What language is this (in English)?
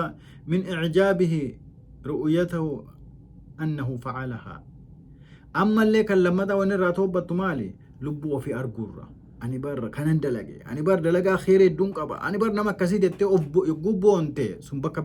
Oromo